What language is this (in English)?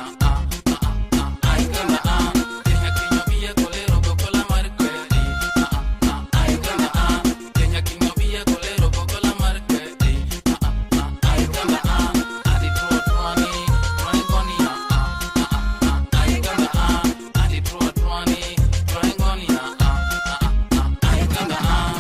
Ma'di